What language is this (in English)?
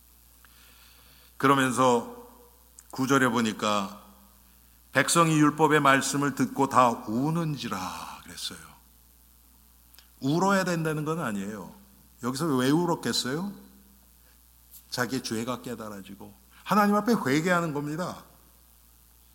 Korean